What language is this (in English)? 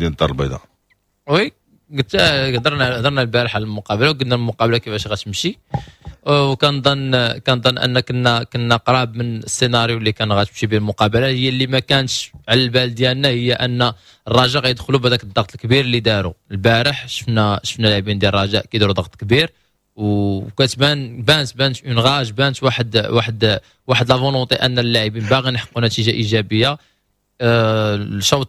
Moroccan Arabic